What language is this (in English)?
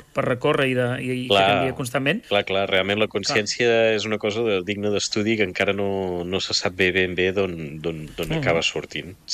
Catalan